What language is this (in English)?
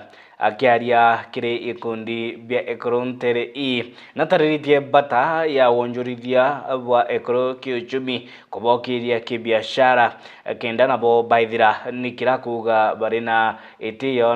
Meru